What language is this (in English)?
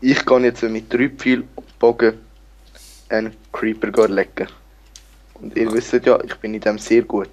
Swiss German